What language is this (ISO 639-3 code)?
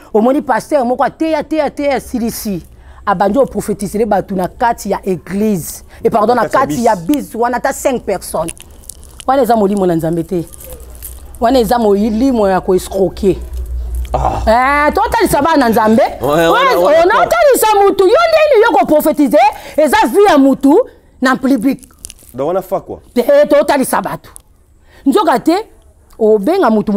lin